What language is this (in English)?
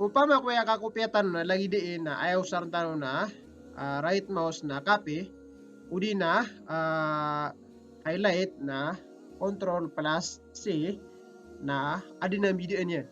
Maranao